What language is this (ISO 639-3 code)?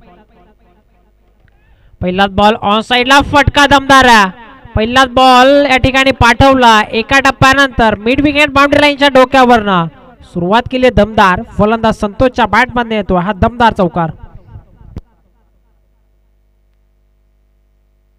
mar